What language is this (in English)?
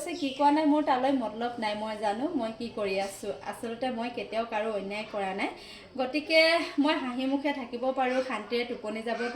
Assamese